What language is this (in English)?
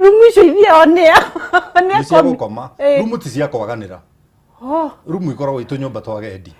Kikuyu